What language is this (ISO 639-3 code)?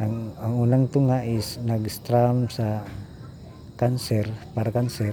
ceb